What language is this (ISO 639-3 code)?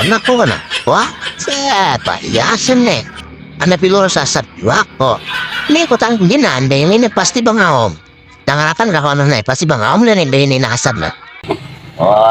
bjn